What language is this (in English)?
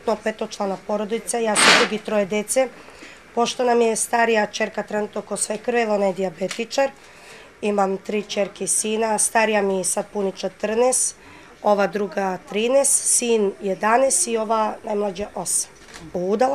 Serbian